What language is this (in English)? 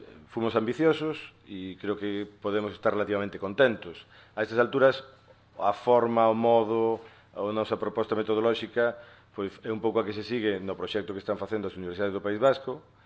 Galician